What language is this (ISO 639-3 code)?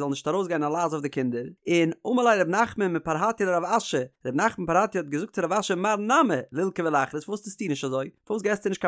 yid